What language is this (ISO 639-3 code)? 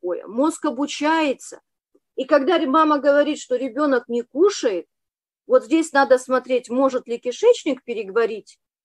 rus